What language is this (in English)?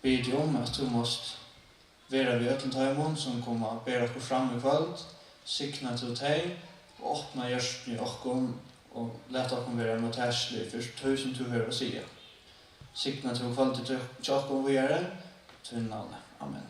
Faroese